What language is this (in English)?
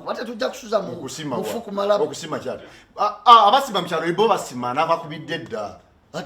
Ganda